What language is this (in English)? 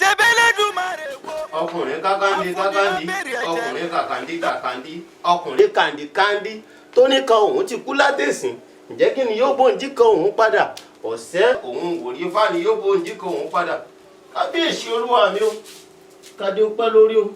Yoruba